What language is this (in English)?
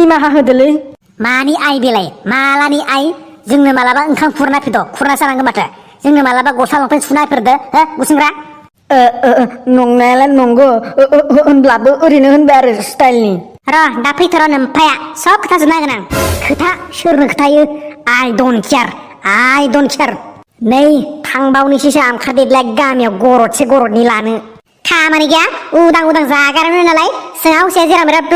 Bodo